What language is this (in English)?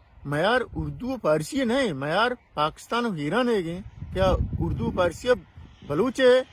Baluchi